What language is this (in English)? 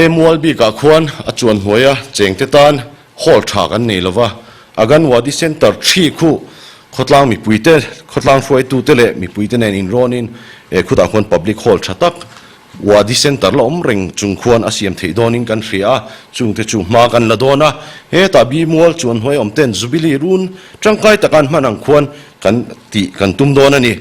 Mizo